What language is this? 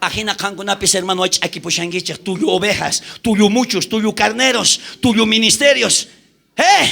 South Bolivian Quechua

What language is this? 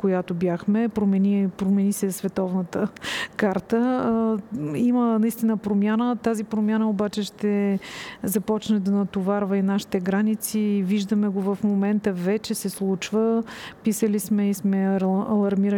Bulgarian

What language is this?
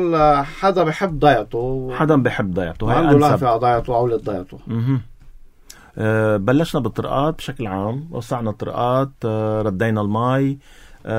North Levantine Arabic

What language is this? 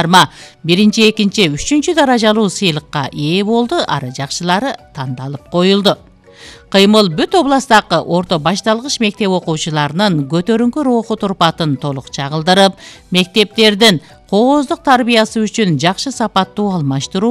Kyrgyz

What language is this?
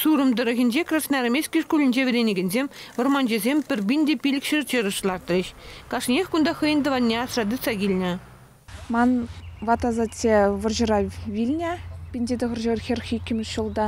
Chuvash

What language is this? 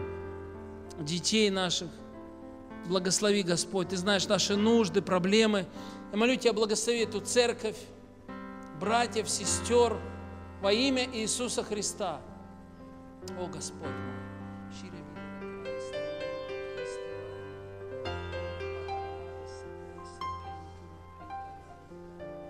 Russian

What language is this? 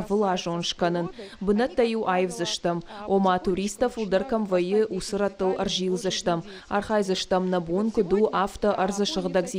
Ossetic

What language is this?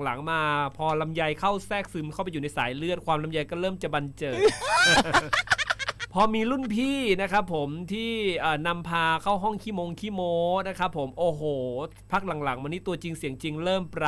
Thai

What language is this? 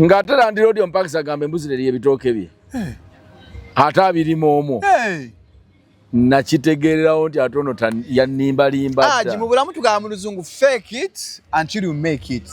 Ganda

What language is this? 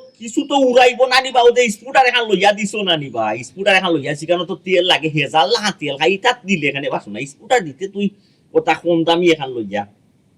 Sylheti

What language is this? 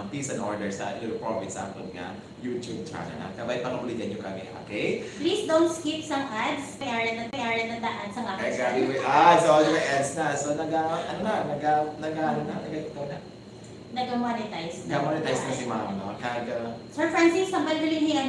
Hiligaynon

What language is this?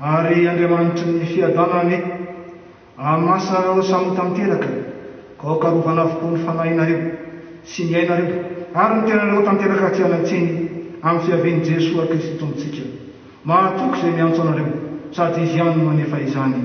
Malagasy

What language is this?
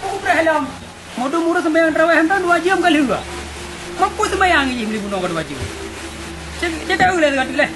Achinese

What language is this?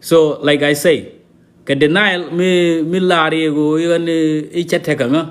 Nuer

